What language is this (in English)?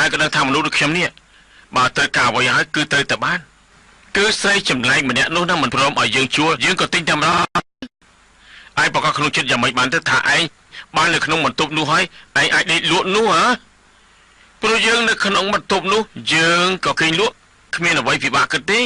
Khmer